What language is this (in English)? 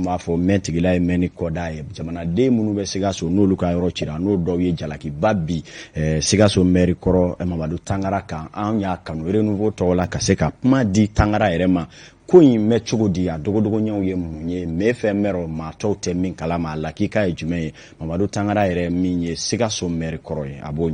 Bambara